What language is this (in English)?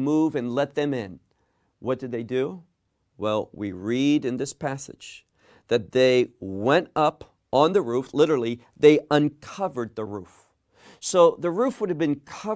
English